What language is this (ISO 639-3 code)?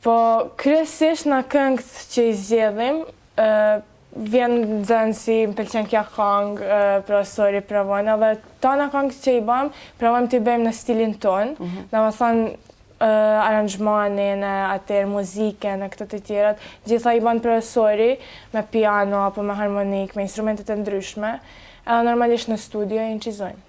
sqi